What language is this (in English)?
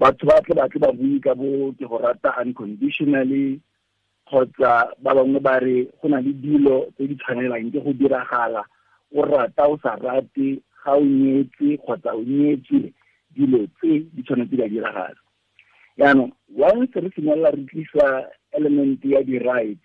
Tswana